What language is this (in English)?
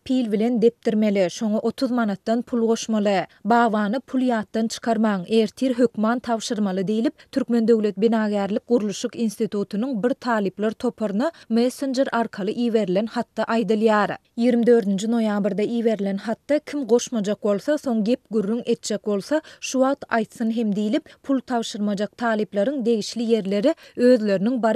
Turkmen